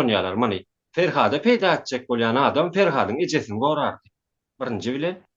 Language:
Turkmen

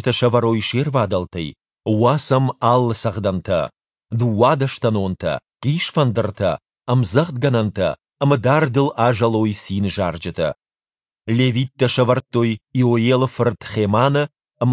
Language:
Ossetic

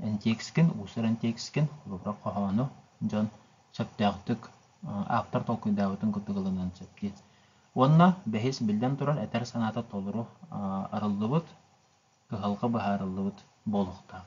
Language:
Yakut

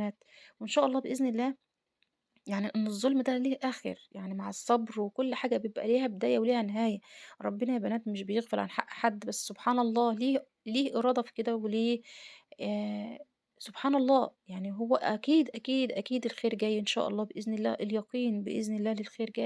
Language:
Egyptian Arabic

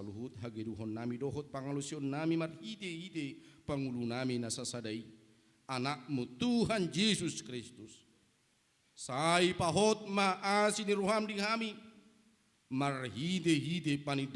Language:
Batak Toba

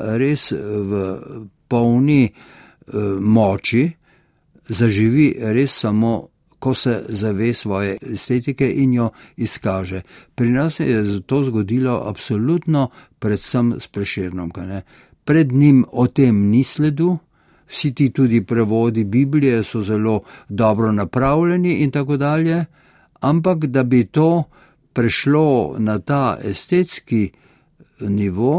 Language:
Slovenian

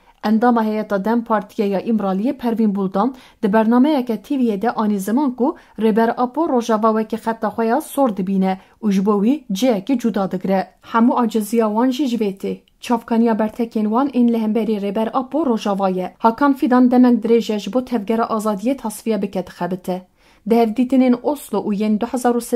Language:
Kurdish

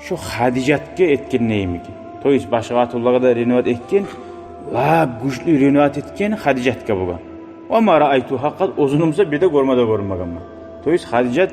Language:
Kumyk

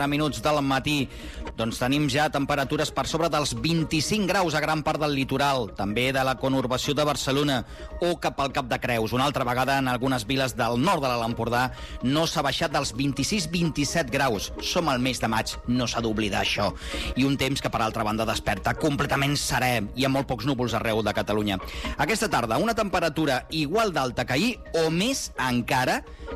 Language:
Catalan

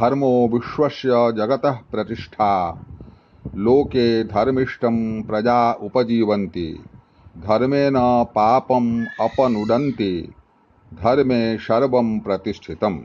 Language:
Sanskrit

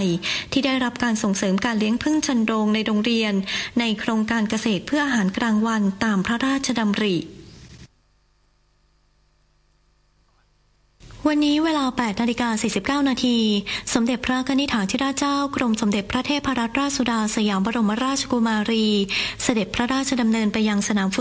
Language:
Thai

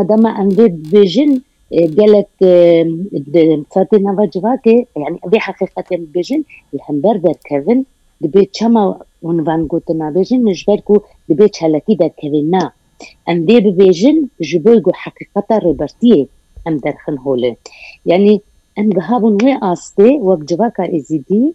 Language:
Kurdish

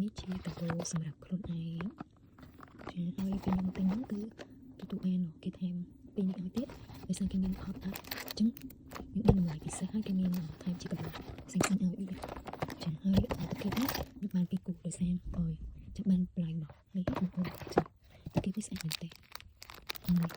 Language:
Khmer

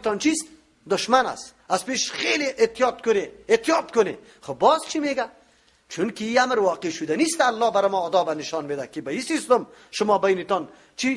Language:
Persian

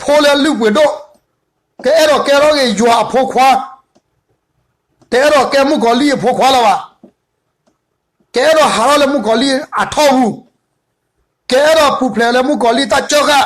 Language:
S'gaw Karen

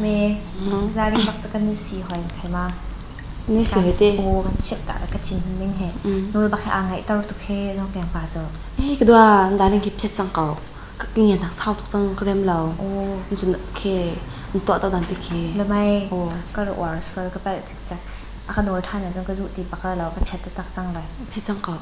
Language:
Hakha Chin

